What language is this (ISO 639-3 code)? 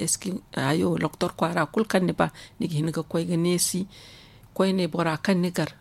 dje